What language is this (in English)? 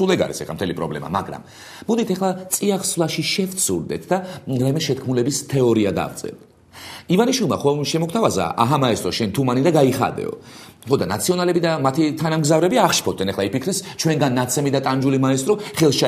Georgian